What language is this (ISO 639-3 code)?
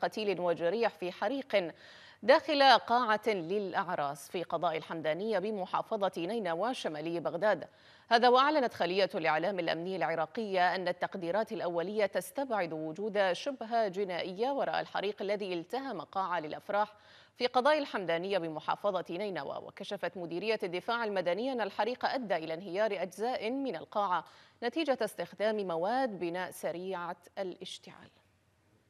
ara